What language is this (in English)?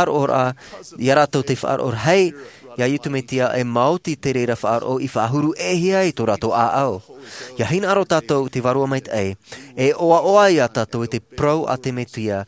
Tahitian